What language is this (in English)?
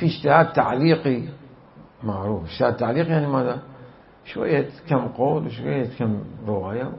Mesopotamian Arabic